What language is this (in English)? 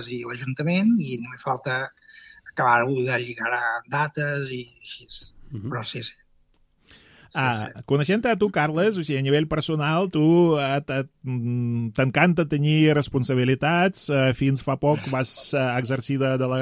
Catalan